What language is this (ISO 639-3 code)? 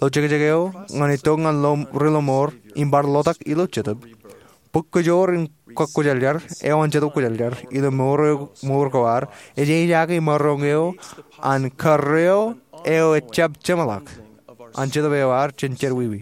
mah